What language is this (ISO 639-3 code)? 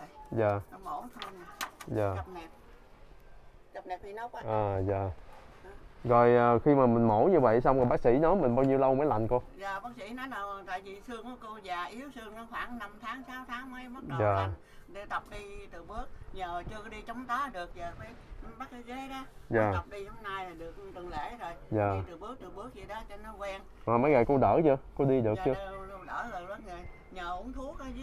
vie